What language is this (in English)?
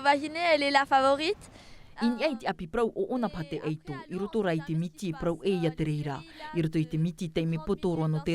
Tahitian